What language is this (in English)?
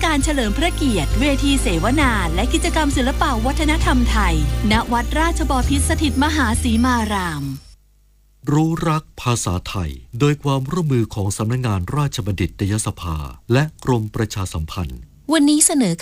Thai